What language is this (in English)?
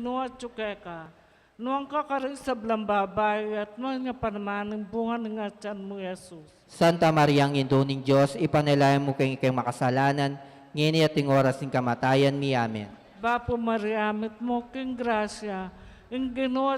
Pampanga